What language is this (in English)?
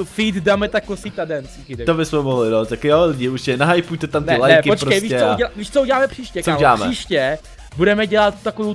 Czech